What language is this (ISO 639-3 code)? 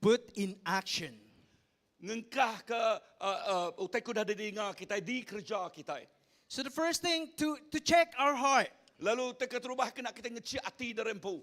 iba